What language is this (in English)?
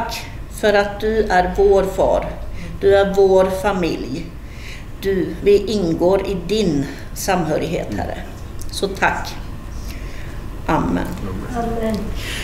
Swedish